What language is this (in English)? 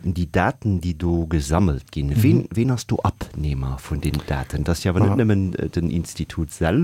Luxembourgish